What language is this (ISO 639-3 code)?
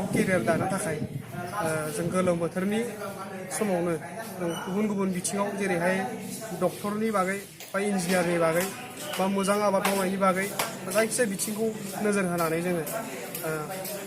brx